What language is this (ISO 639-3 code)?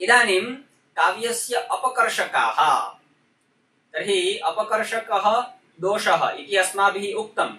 san